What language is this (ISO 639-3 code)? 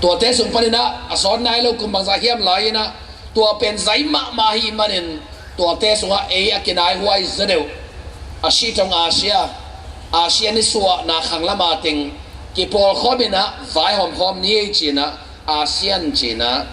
ctd